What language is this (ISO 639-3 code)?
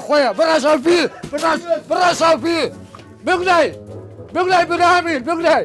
sdh